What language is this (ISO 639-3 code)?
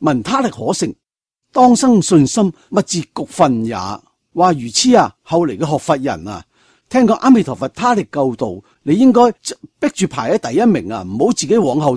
yue